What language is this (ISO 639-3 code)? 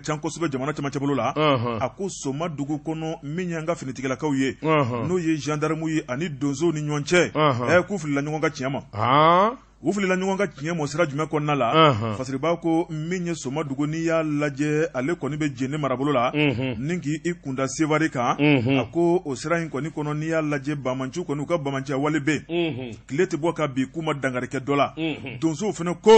bam